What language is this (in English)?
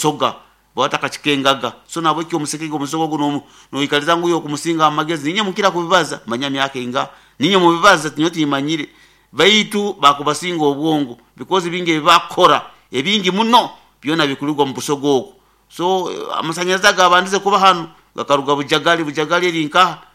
Nyoro